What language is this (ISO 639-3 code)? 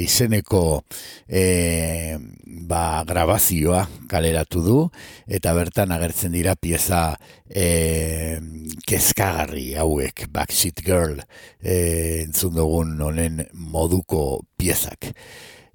eus